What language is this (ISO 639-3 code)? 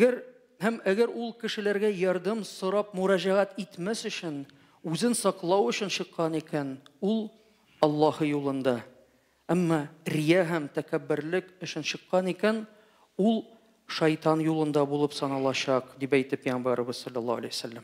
tat